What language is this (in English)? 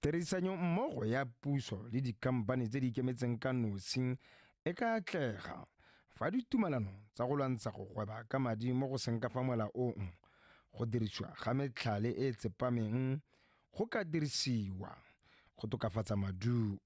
Tswana